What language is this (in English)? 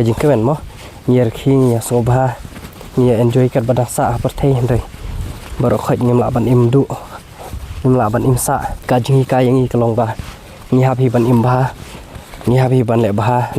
Khasi